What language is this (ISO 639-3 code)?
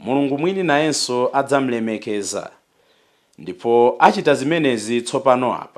nya